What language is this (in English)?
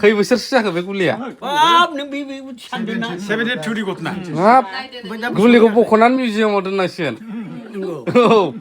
Bodo